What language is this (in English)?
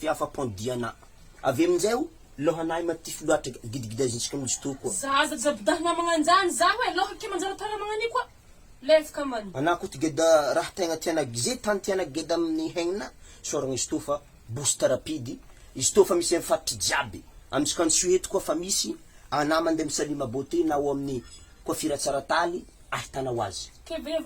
Malagasy